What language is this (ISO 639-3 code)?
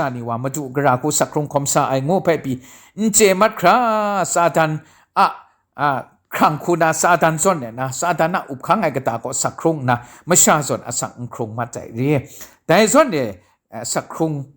kac